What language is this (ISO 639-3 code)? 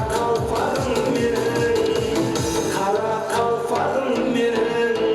kaa